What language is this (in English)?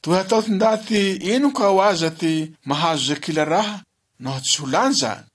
Malagasy